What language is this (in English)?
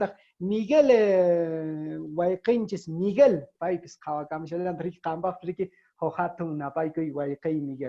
Quechua